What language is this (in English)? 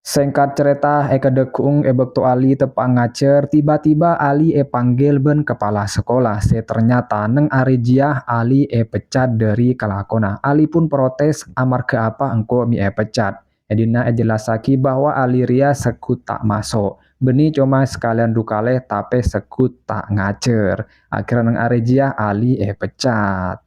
Madurese